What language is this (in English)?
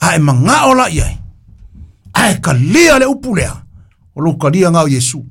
Samoan